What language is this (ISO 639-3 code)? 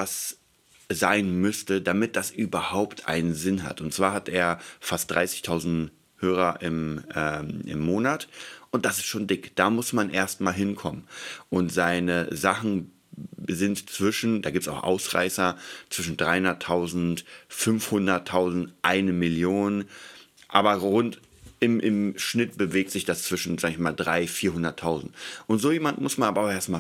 deu